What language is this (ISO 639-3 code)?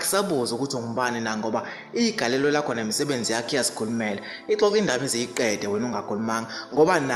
zul